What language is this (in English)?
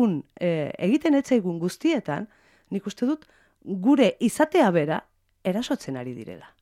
Basque